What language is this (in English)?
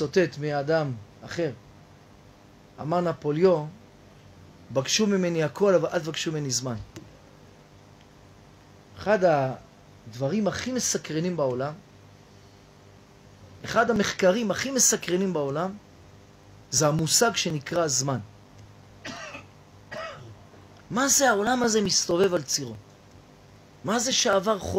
Hebrew